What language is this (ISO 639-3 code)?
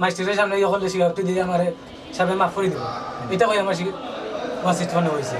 syl